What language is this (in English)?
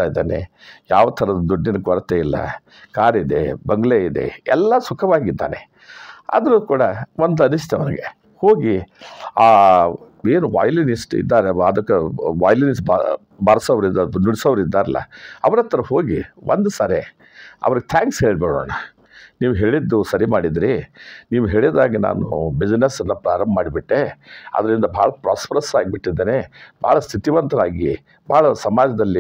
Kannada